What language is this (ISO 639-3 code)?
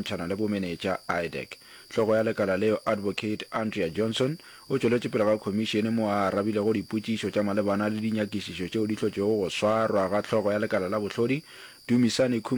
nso